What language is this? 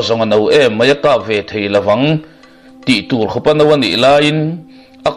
Mizo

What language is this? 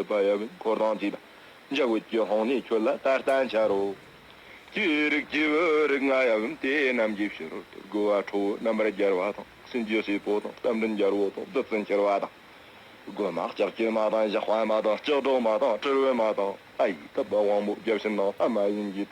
Tibetan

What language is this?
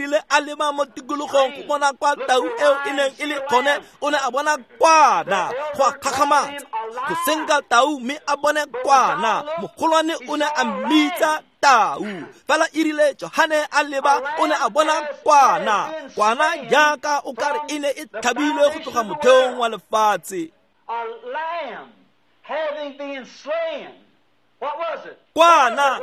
Tswana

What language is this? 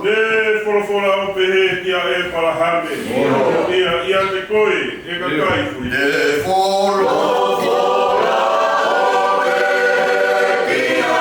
Tongan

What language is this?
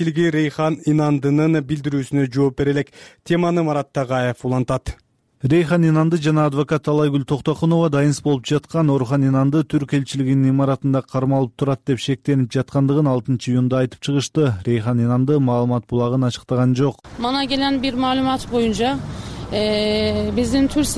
Kyrgyz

